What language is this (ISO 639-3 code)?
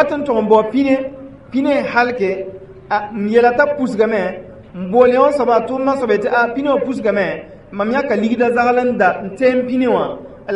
mos